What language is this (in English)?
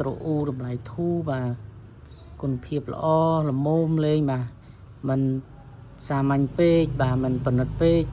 Khmer